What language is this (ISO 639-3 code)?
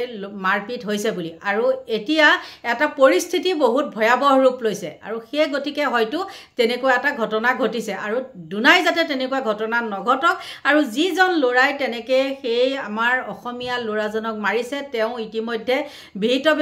asm